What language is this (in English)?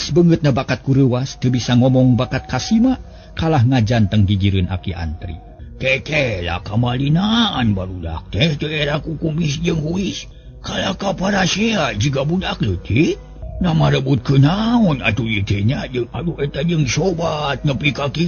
Sundanese